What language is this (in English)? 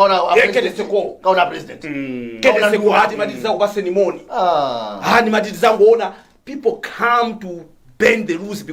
Nyanja